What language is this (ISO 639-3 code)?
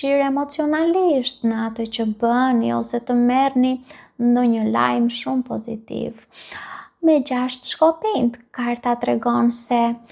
sqi